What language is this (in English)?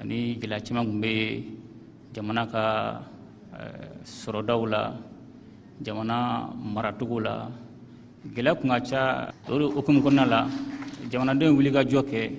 Bambara